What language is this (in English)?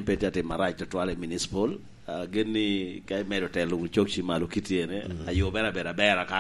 Lango (Uganda)